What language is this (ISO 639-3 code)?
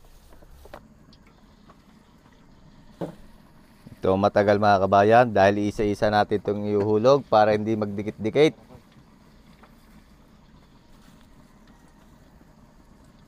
fil